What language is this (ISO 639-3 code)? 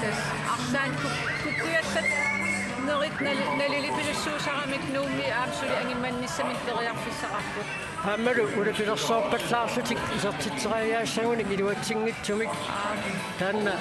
kal